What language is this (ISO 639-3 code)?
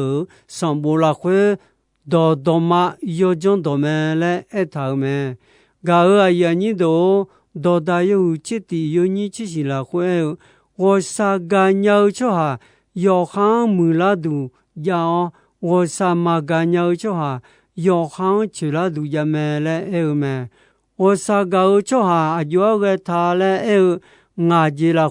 ahk